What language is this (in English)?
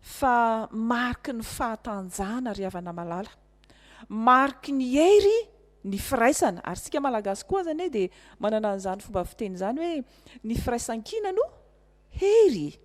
Malagasy